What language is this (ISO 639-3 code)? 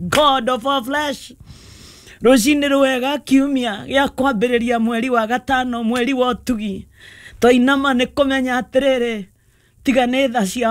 kik